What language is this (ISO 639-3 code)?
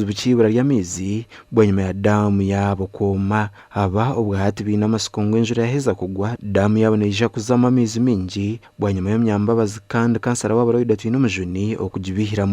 nyn